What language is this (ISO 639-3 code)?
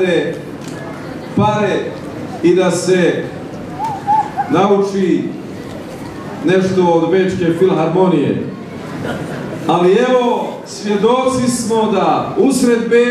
bos